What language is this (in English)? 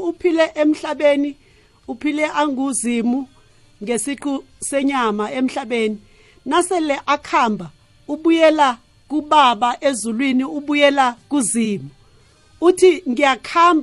South Ndebele